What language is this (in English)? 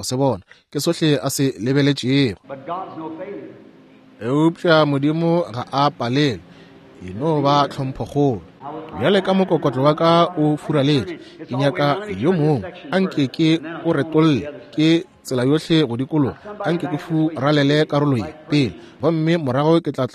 Northern Sotho